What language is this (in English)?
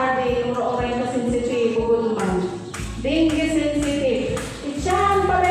Waray